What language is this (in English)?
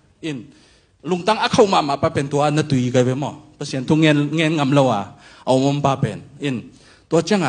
Tedim Chin